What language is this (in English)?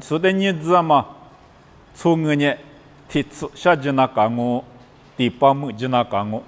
Lisu